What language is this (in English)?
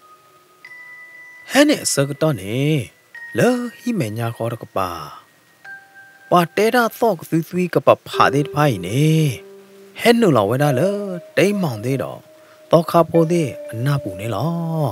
S'gaw Karen